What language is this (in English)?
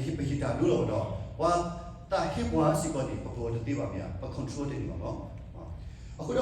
S'gaw Karen